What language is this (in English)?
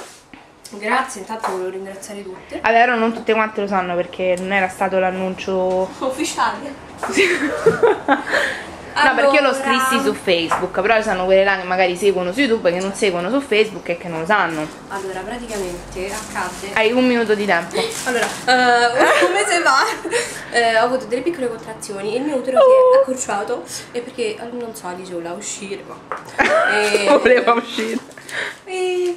Italian